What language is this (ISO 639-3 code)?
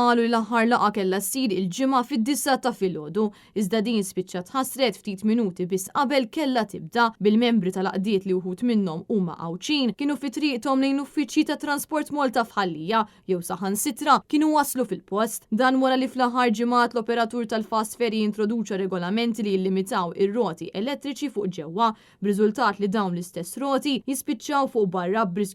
mlt